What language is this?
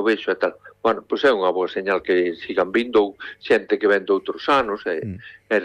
Galician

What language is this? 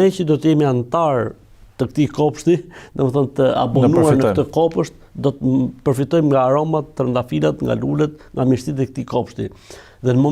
Albanian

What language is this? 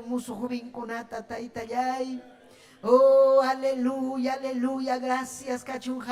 Ayacucho Quechua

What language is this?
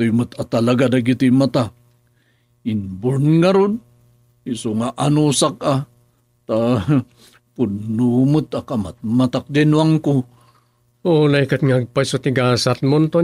Iloko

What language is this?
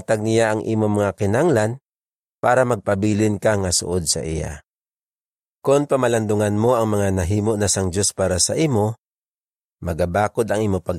Hiligaynon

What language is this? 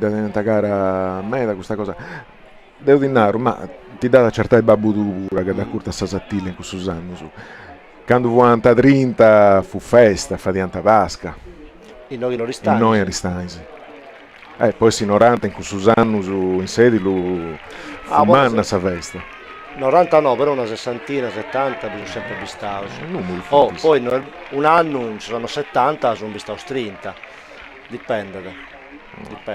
Sardinian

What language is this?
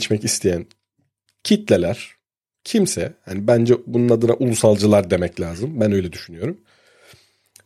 Turkish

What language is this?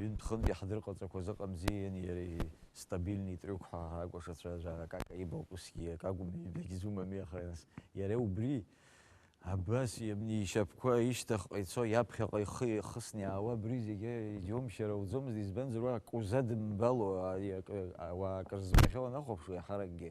Abkhazian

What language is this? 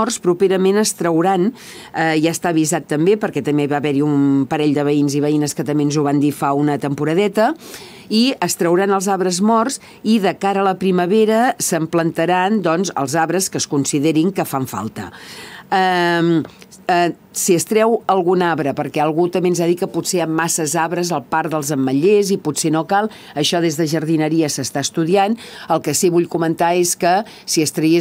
Catalan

